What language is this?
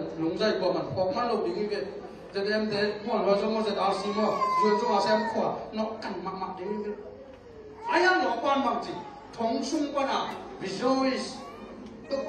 Tedim Chin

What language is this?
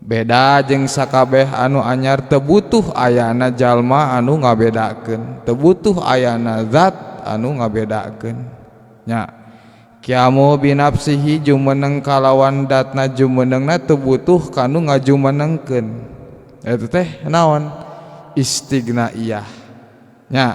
Sundanese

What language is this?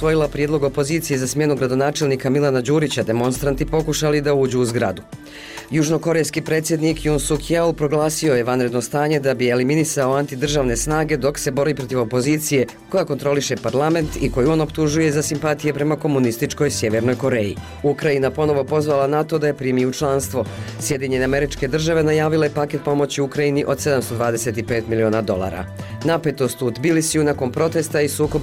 Bosnian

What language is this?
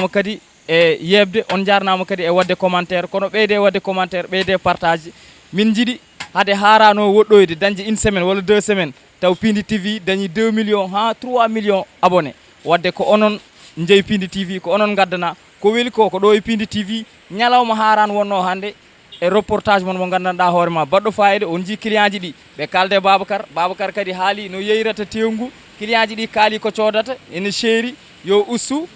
Fula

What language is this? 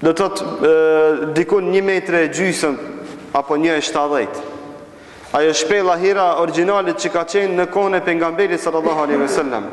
Albanian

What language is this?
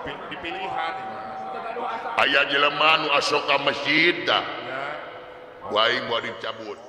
Sundanese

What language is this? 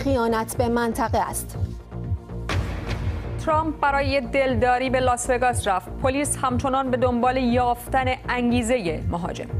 Persian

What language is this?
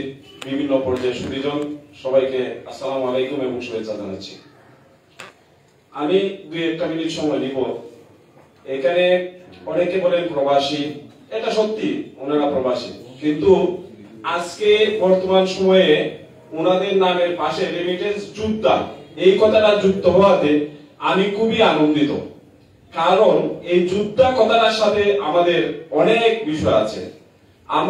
Bangla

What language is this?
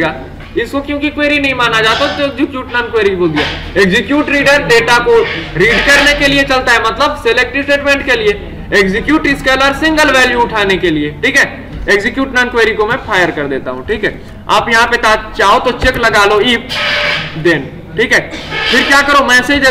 Hindi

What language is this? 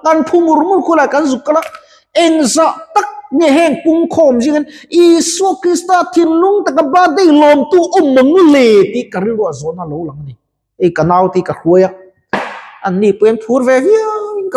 Mizo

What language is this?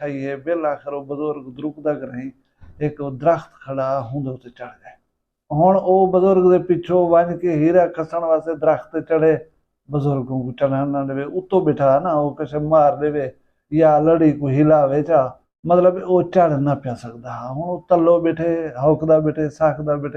Saraiki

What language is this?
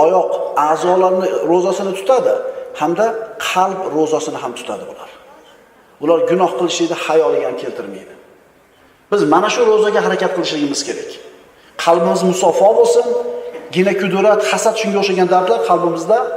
Uzbek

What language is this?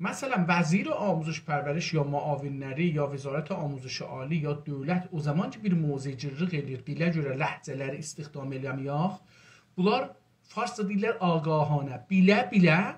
South Azerbaijani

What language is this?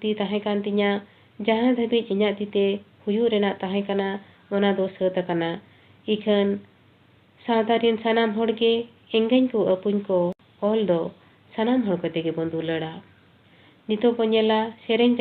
Santali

